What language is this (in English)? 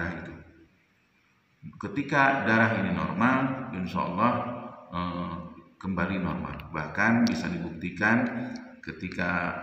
Indonesian